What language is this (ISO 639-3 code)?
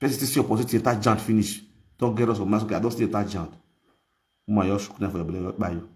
pcm